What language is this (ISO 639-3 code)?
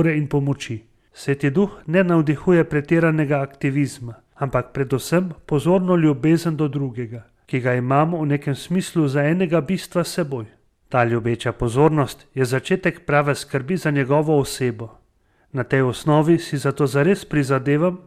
slv